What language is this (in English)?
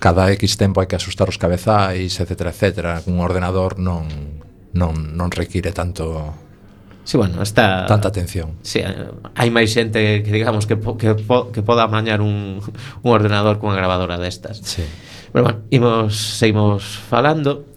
Galician